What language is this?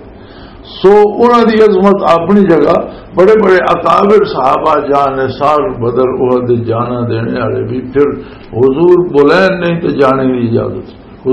Western Panjabi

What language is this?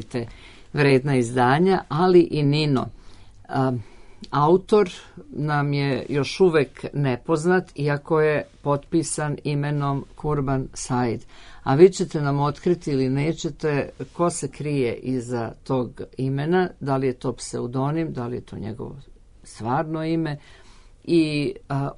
Serbian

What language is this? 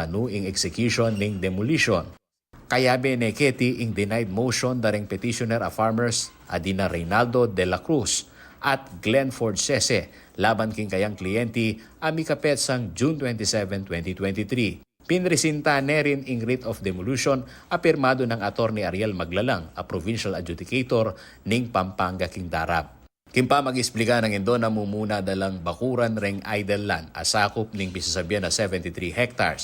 Pampanga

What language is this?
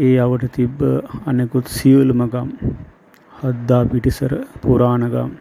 Sinhala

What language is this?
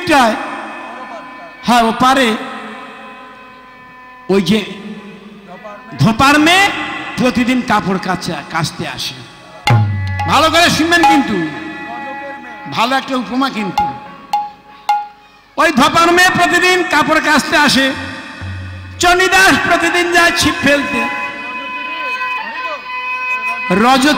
Bangla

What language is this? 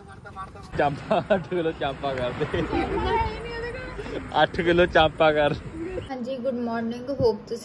Punjabi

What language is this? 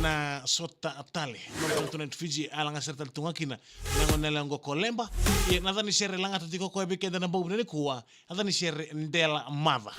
Fijian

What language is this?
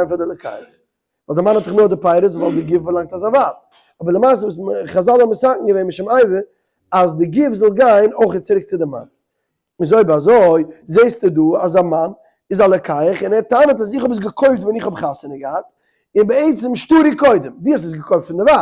Yiddish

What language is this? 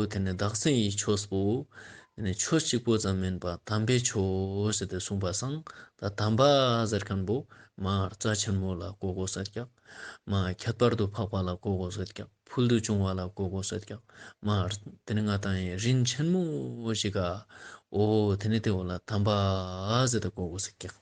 Ladakhi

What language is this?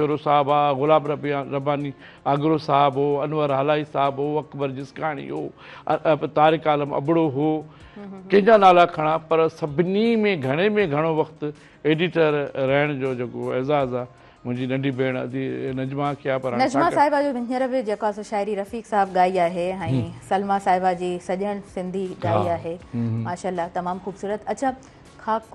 Sindhi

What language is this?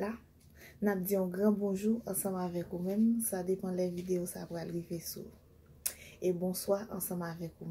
Haitian Creole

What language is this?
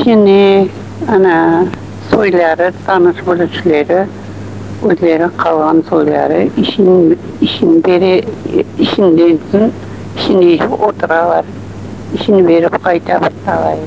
Crimean Tatar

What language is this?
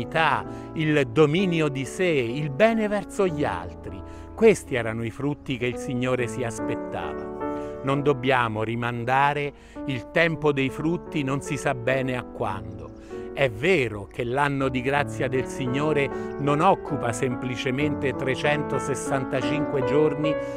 Italian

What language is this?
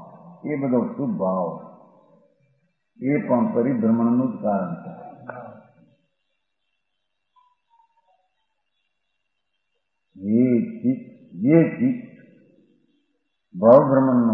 Gujarati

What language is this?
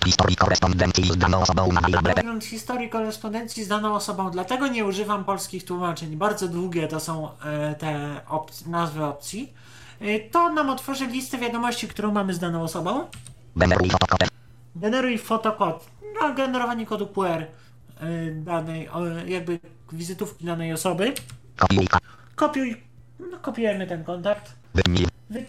Polish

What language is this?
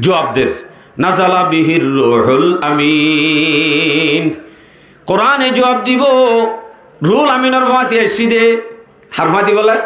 Rohingya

